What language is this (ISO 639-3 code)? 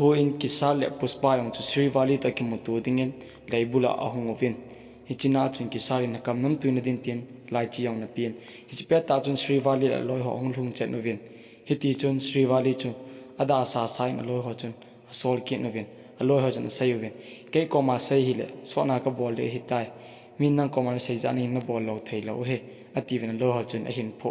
tcz